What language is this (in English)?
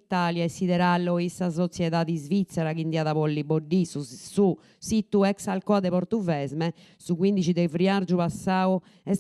Sardinian